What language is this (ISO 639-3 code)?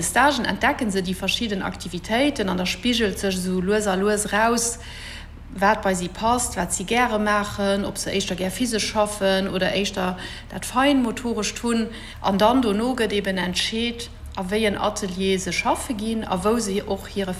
ltz